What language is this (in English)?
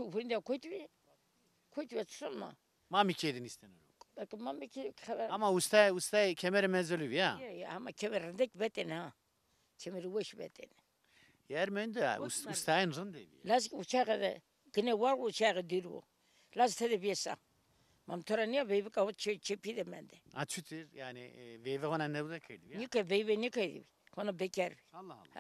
Zaza